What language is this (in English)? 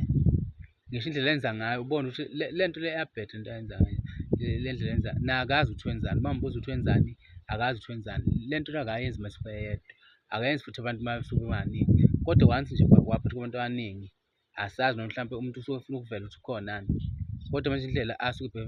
Zulu